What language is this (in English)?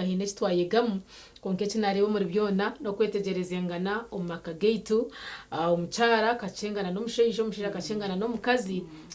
Nyankole